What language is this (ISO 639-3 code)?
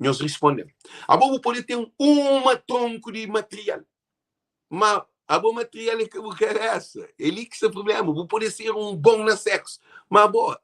kea